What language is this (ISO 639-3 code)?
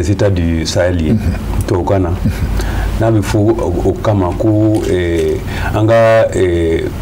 bam